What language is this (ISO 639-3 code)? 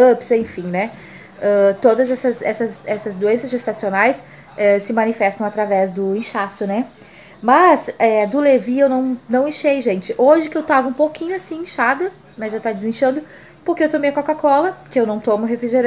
por